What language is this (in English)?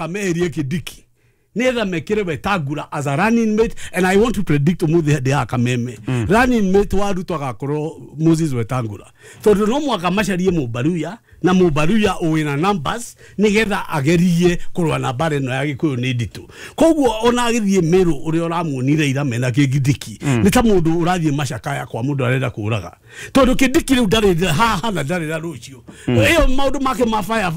Kikuyu